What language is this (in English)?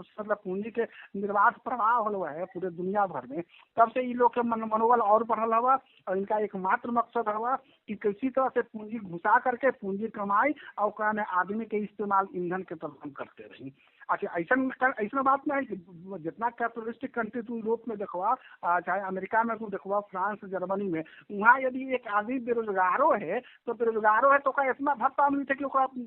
Magahi